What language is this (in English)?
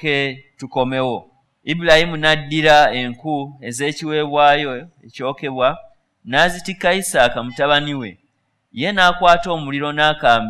Ganda